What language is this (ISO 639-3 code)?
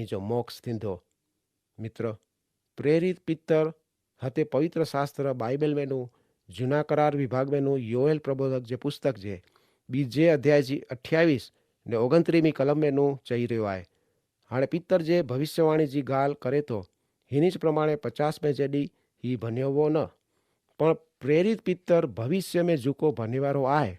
kfr